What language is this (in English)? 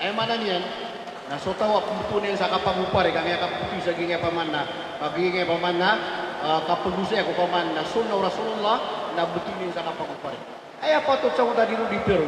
Maranao